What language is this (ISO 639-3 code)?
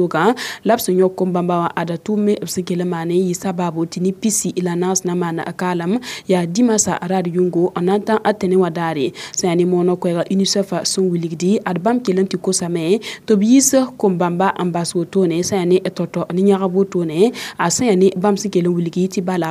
mos